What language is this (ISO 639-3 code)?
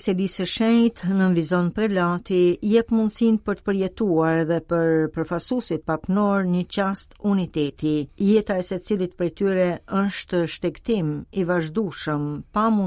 sqi